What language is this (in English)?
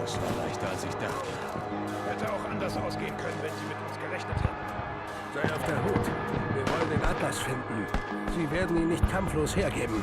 Swiss German